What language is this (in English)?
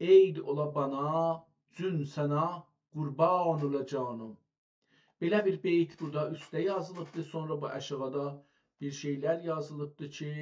South Azerbaijani